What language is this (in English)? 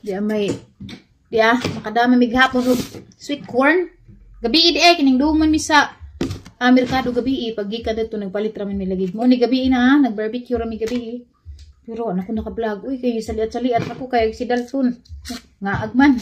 Cebuano